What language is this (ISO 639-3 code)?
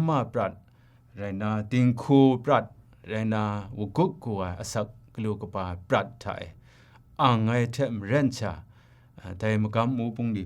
kac